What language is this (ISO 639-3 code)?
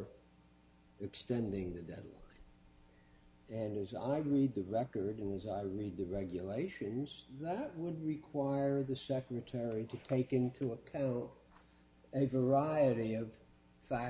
eng